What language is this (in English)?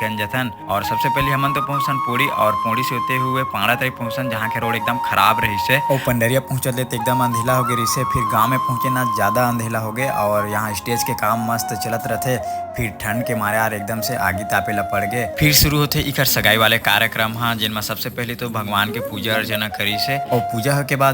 Chhattisgarhi